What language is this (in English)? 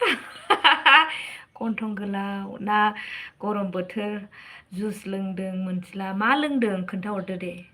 Bodo